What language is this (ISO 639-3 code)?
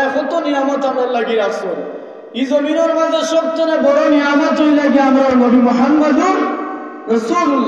syl